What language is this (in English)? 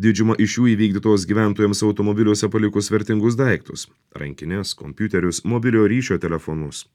Lithuanian